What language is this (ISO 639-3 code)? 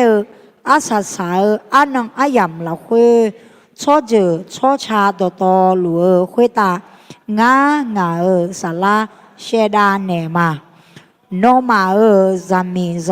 ahk